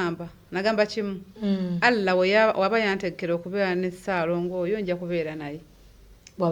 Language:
Ganda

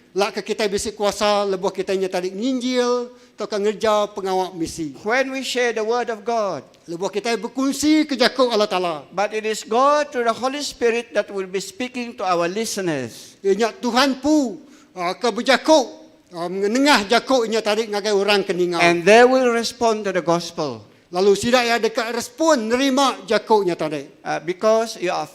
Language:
Iban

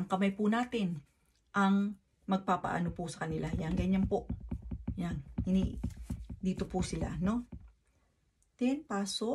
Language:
Filipino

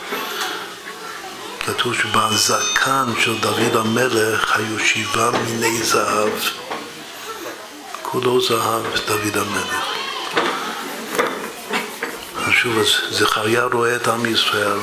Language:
Hebrew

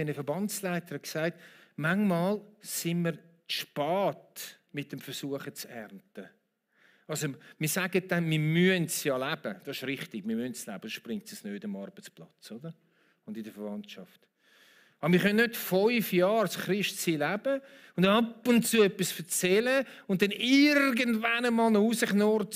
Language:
Swiss German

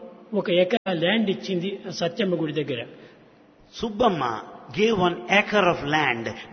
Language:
Telugu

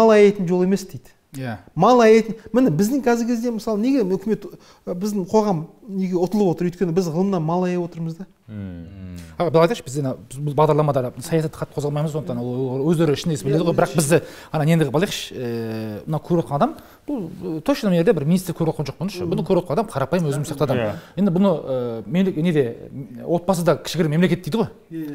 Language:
Kazakh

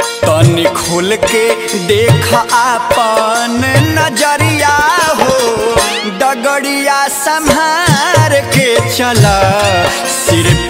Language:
Bhojpuri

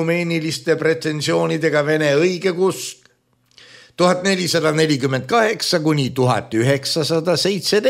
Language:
Estonian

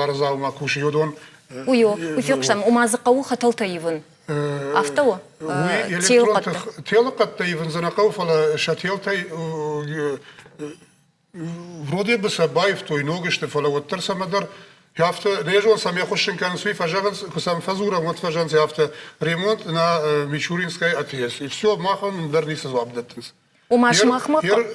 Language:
Ossetic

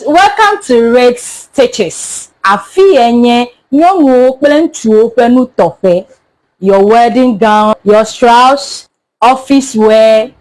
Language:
Ewe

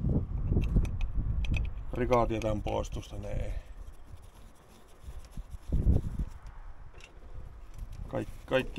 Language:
Finnish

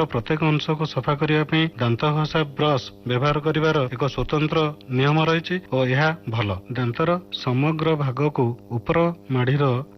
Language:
Odia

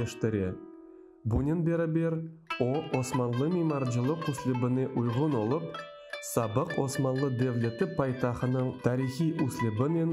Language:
Crimean Tatar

